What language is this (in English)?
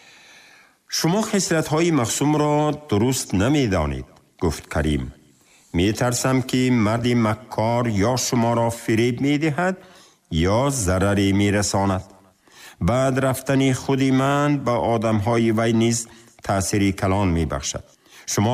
Tajik